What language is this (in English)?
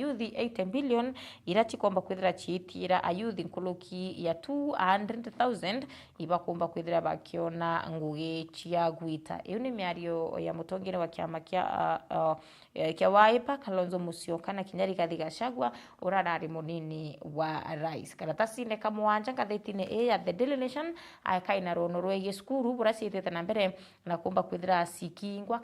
Meru